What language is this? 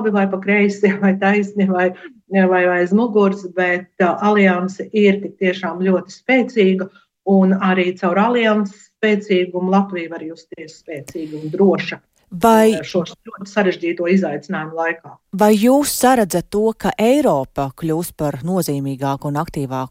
Latvian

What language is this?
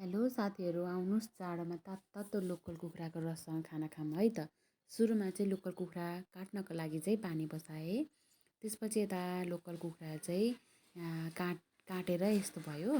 Nepali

